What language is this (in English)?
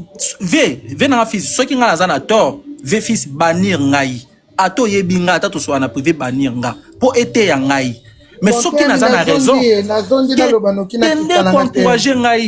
Lingala